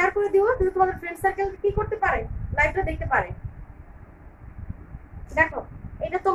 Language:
Bangla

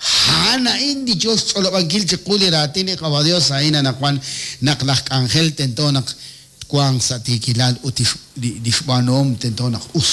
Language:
Kekchí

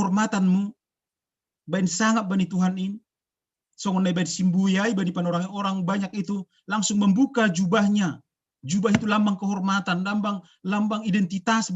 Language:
Batak Simalungun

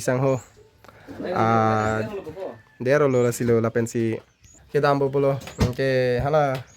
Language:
Karbi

